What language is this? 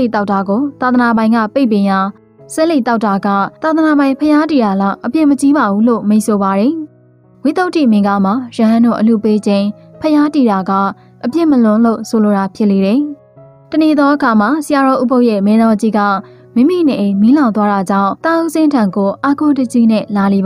Burmese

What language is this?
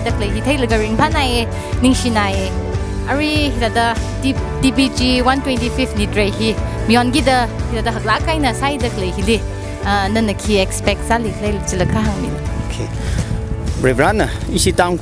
Tangkhul Naga (India)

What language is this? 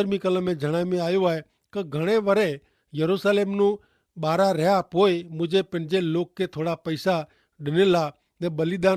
Kachhi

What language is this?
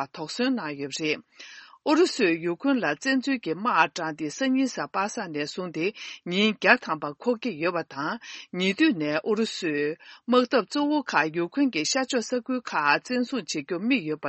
Tibetan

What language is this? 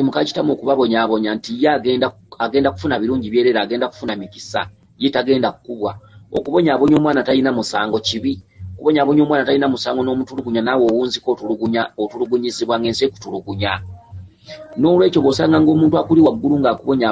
Ganda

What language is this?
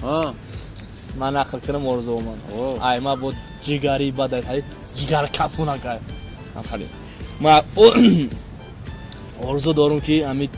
Tajik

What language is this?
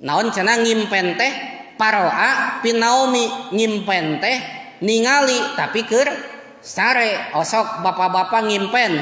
Sundanese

